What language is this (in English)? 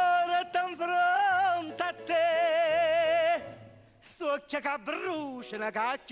Neapolitan